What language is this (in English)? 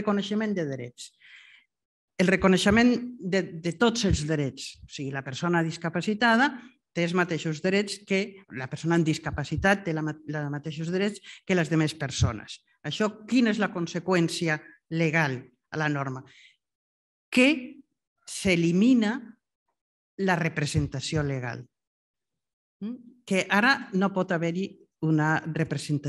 Catalan